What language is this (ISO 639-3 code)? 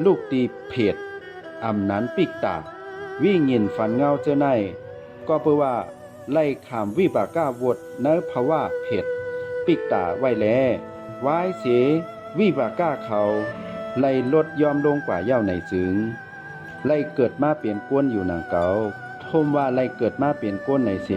shn